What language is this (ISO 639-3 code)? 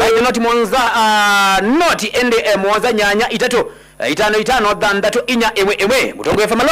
kam